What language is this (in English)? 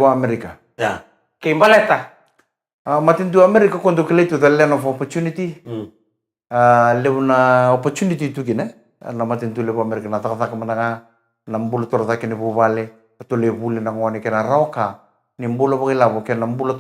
Fijian